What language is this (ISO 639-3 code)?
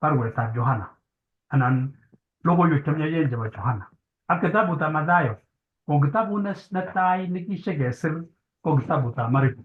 kln